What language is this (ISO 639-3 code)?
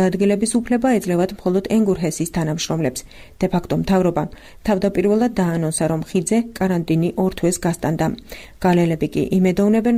kat